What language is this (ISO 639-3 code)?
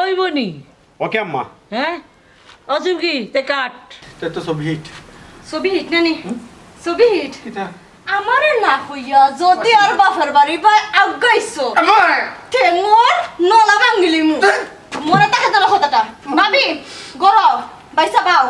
syl